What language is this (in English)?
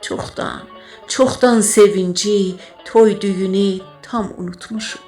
South Azerbaijani